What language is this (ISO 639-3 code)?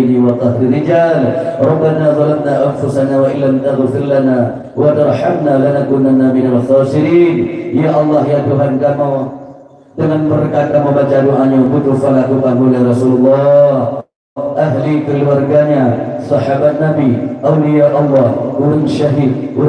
ace